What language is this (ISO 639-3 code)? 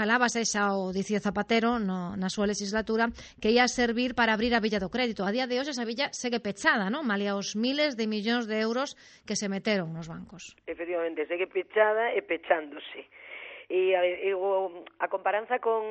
glg